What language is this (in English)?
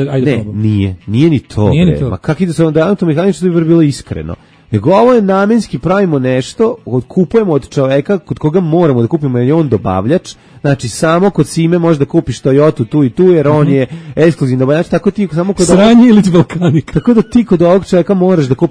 Serbian